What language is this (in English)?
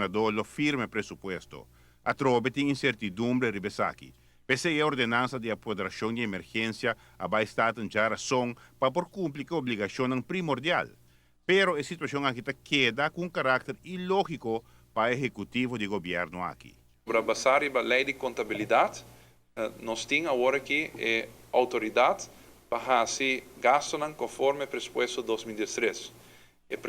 Papiamento